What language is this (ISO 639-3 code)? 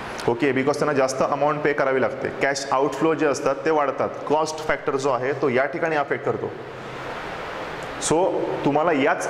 mar